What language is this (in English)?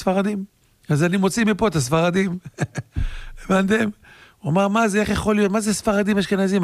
Hebrew